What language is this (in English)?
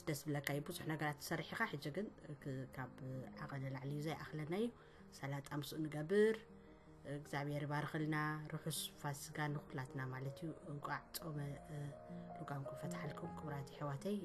Tigrinya